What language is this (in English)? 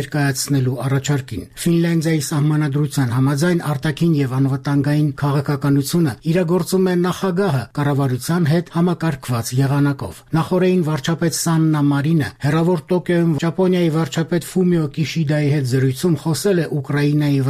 Armenian